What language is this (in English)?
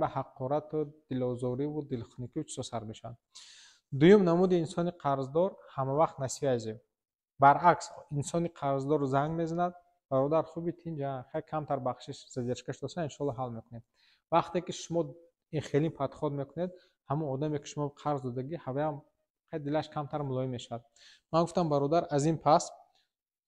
Tajik